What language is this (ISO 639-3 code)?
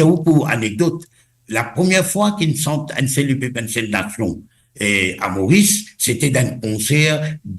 mfe